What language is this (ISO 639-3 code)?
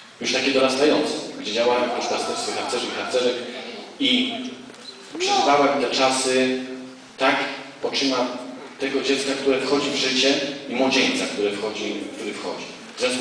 pol